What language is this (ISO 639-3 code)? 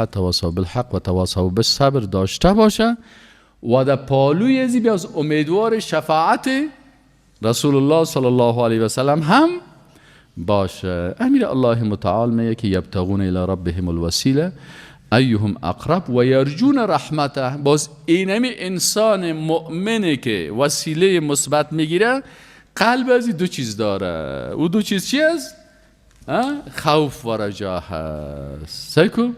fas